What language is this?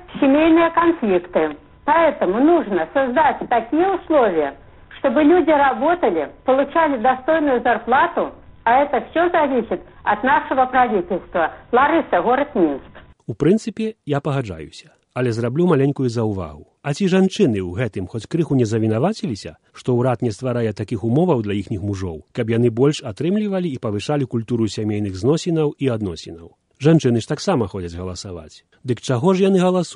Belarusian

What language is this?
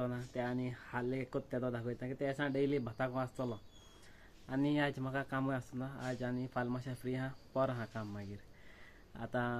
Konkani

